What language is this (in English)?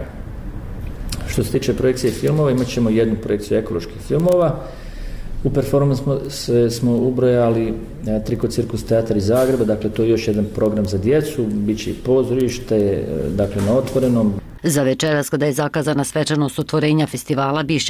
Bosnian